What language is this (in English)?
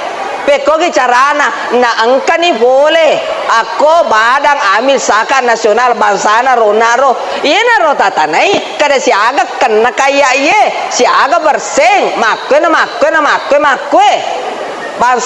Buginese